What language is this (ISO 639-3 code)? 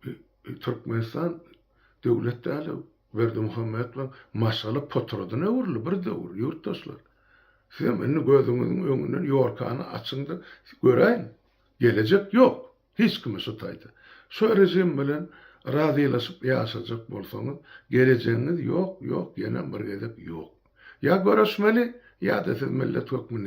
tuk